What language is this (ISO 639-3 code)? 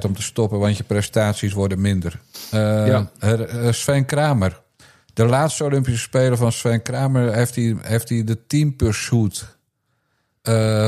nld